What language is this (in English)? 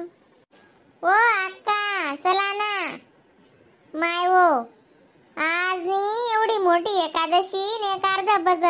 Khandesi